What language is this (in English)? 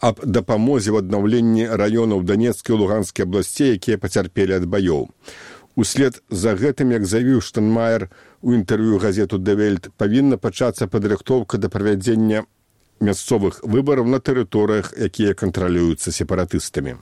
Belarusian